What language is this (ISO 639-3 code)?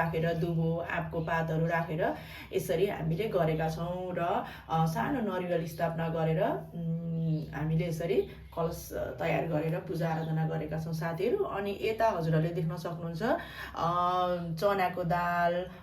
nep